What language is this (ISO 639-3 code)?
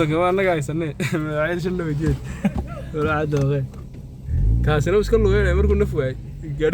som